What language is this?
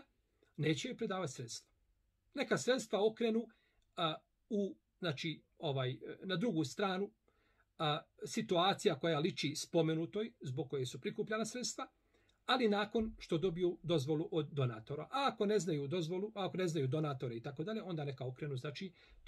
Bosnian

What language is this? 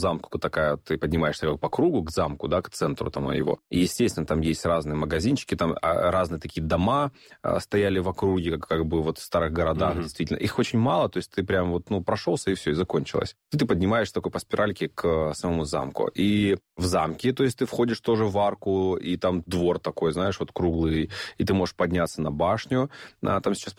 Russian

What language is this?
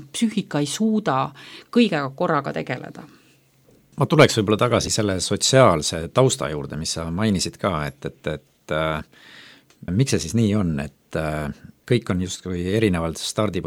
Estonian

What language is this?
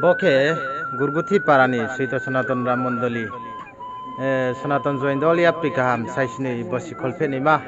Riang (India)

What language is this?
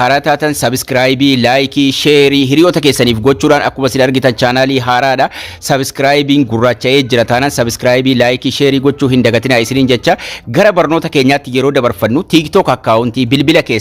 Oromo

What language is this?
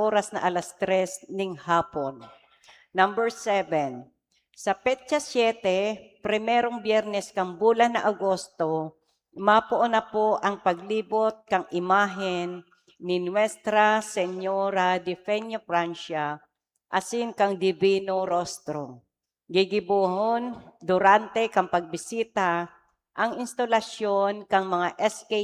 Bikol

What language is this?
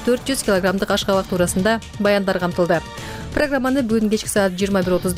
Kyrgyz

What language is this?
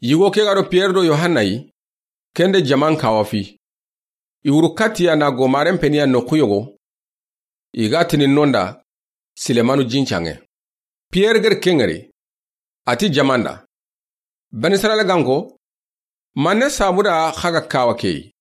Soninke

